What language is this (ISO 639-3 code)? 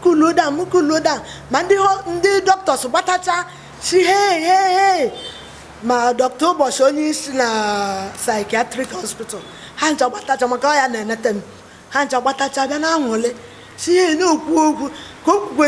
ibo